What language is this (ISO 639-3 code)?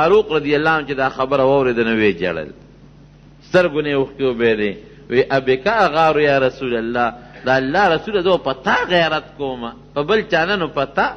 pus